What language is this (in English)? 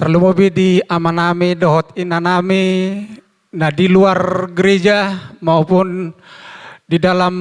Batak Toba